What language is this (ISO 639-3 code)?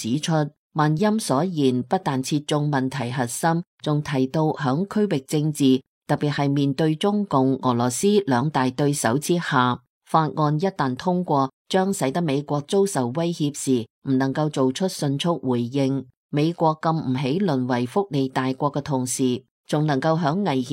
yue